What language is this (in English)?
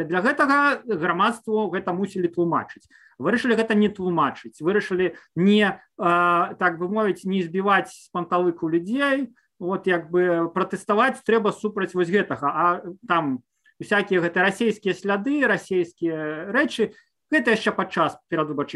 Belarusian